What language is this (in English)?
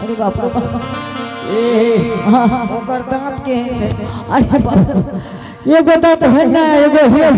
Angika